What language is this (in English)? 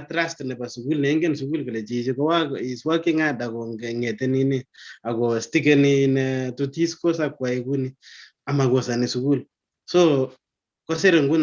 Kalenjin